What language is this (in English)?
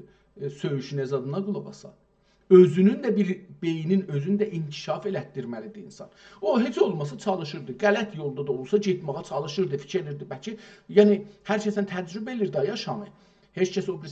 South Azerbaijani